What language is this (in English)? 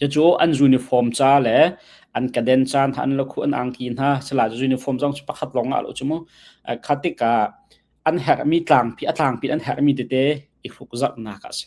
Hakha Chin